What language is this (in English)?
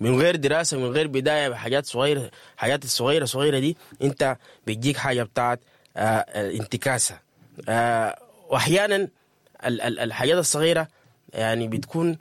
Sudanese Arabic